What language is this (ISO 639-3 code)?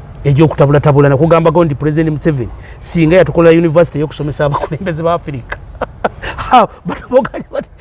lug